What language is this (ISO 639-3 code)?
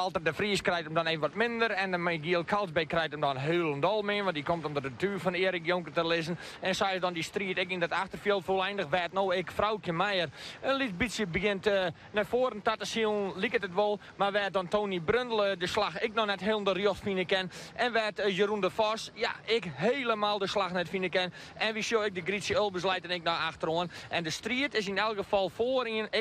fry